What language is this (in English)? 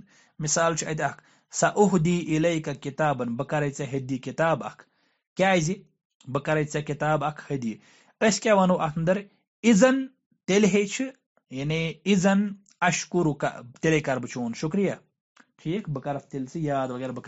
Kashmiri